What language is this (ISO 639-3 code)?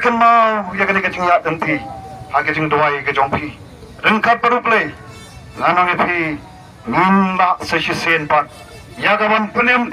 kha